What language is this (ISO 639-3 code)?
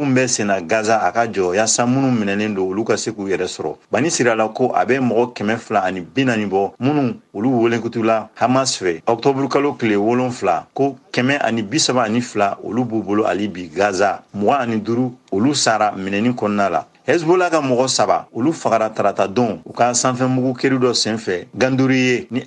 bam